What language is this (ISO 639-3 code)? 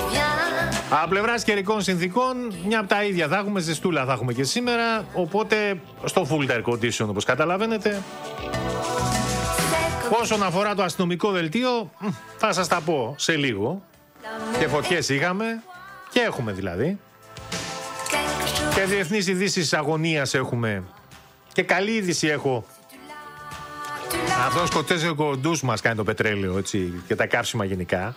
ell